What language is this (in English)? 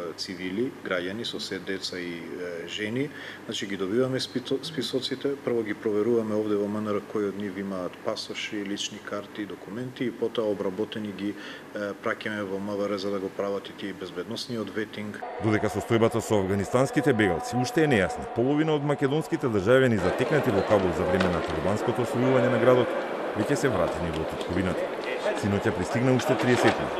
Macedonian